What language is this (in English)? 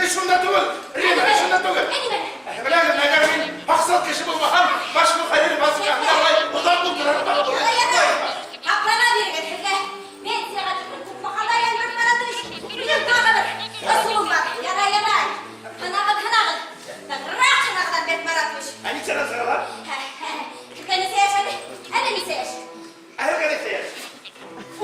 Bashkir